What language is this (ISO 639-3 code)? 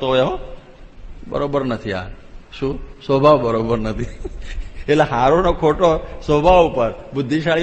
guj